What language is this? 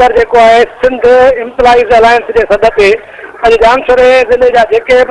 Sindhi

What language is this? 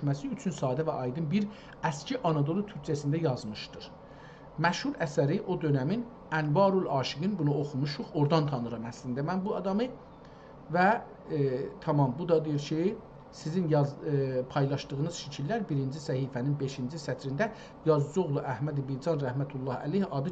South Azerbaijani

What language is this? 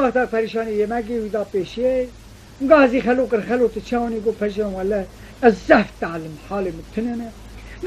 Kurdish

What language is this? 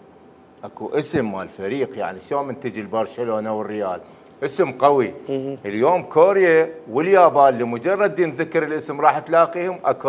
Mesopotamian Arabic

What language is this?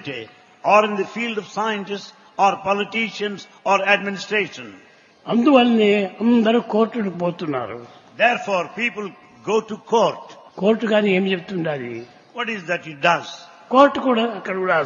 Telugu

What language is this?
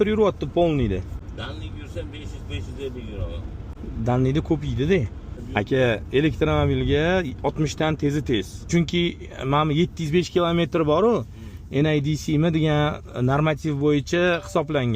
Uzbek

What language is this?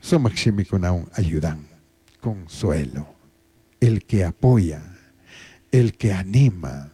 Chimborazo Highland Quichua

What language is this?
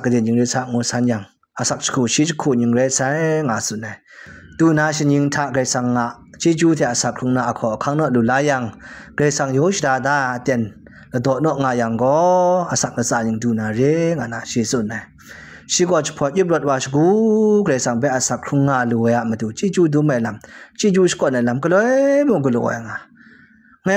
Kachin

